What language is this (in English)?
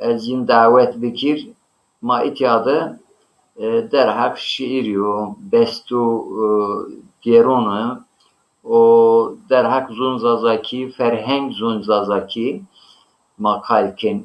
Zaza